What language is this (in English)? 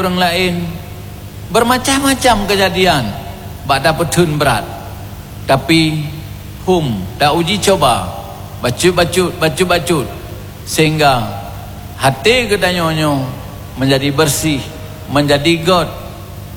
Achinese